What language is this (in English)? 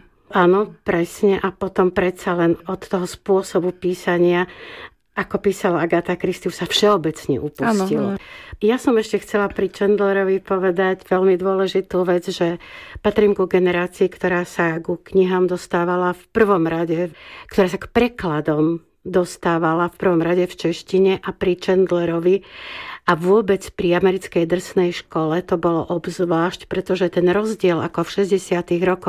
Slovak